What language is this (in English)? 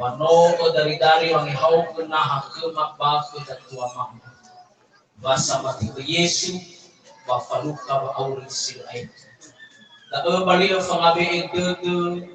Nias